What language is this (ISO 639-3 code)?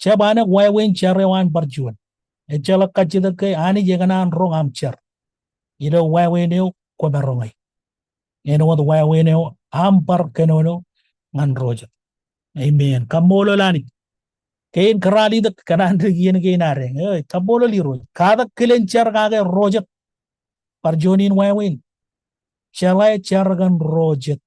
mah